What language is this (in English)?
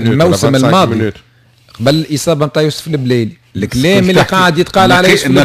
Tunisian Arabic